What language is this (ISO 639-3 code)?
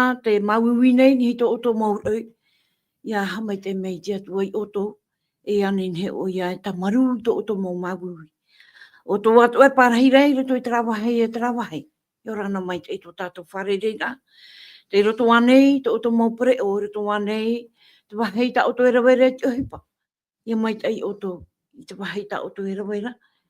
tah